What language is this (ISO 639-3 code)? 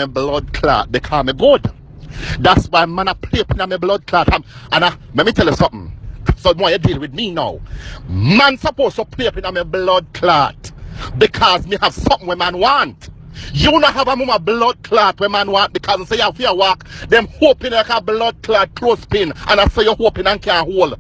jam